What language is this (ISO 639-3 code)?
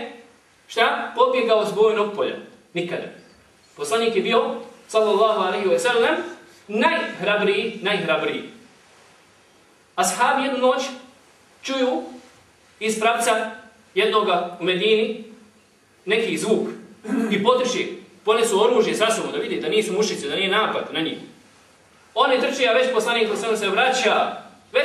bos